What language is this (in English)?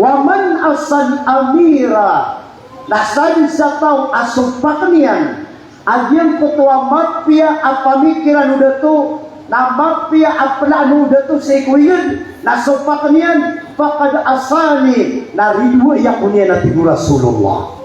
Maranao